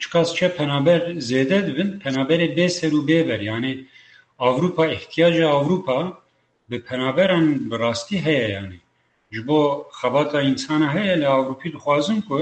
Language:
Kurdish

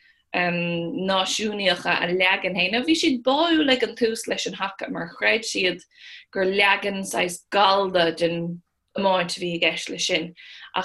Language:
Irish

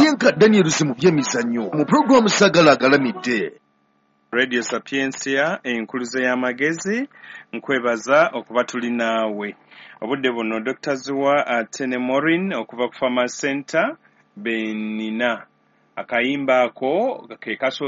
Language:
Ganda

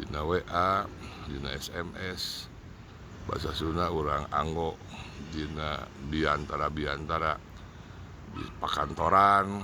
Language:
Sundanese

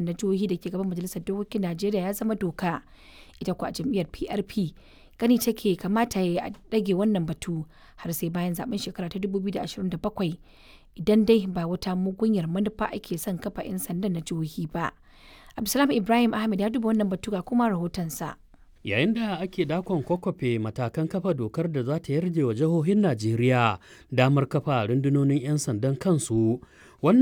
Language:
Hausa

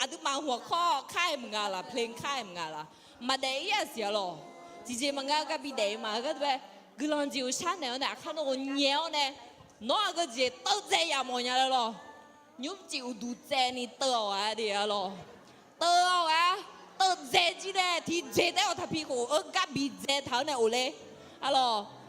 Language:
Akha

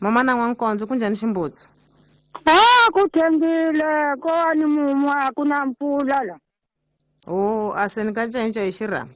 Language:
Tsonga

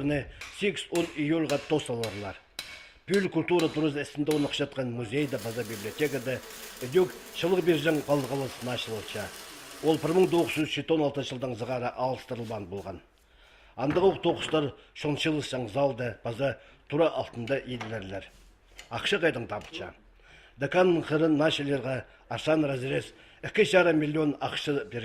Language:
Khakas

